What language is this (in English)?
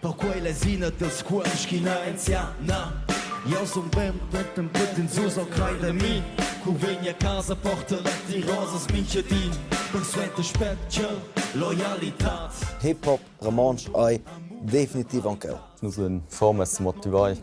Romansh